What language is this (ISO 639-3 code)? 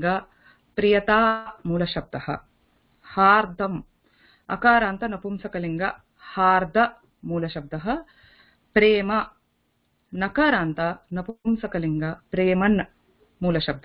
san